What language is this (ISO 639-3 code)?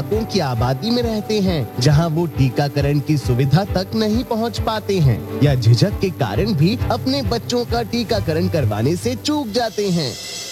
hin